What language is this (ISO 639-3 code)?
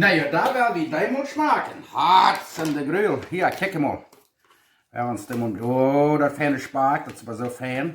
pdt